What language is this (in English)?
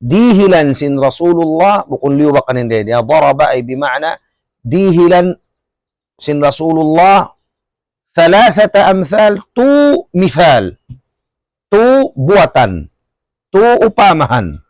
Tausug